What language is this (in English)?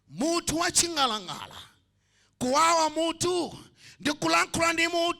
Nyanja